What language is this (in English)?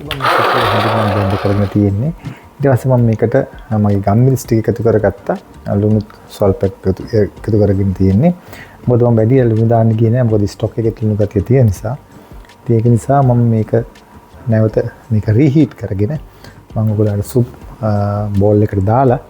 Sinhala